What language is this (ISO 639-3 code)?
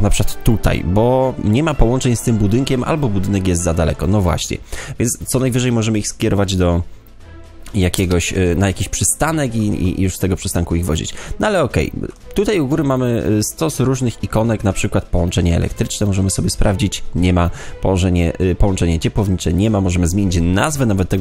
pol